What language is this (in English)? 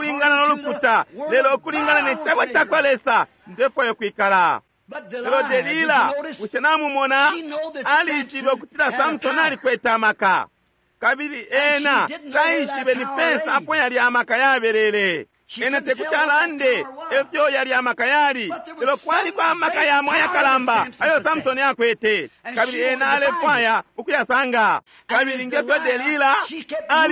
Bemba